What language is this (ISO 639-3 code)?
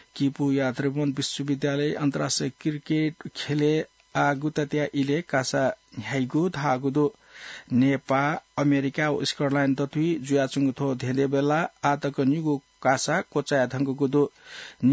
new